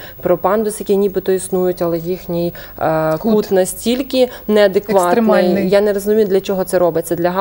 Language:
Ukrainian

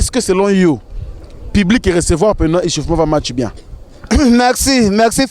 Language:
Lingala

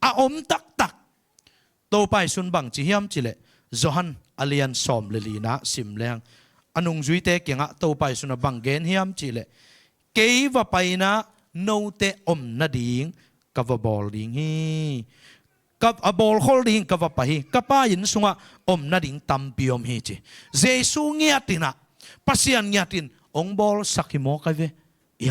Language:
Tedim Chin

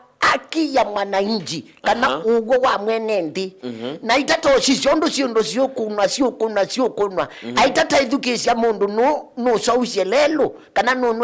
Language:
Kamba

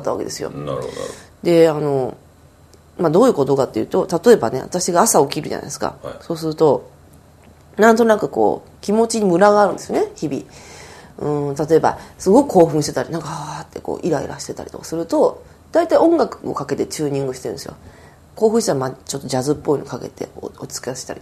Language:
Japanese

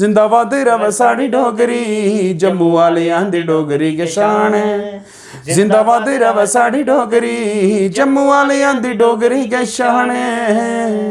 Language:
Dogri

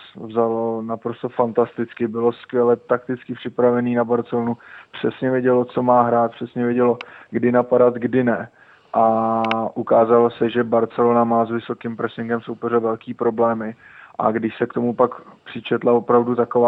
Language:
Czech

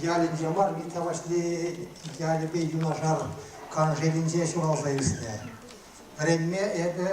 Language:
Chuvash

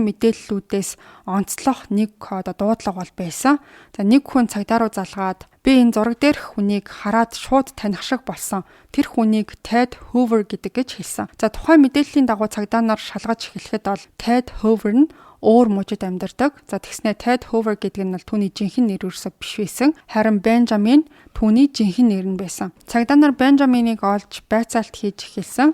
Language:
Mongolian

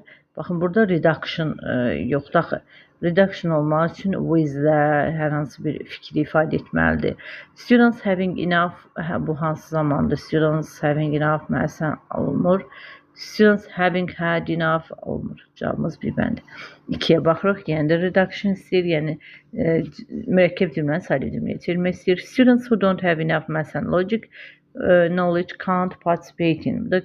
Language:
Azerbaijani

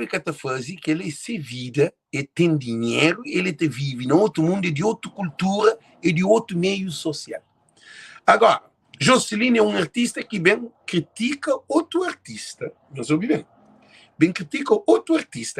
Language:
Kabuverdianu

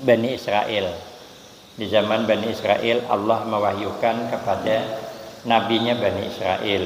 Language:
Banjar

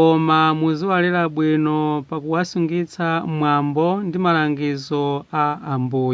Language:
Nyanja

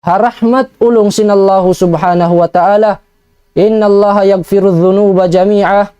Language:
Tausug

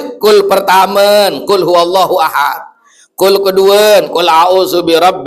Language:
Sasak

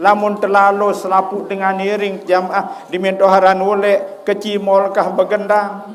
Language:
Sasak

